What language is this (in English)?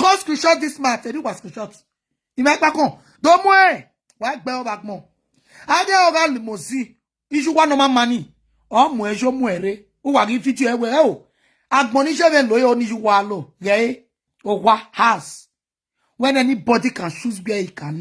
Nigerian Pidgin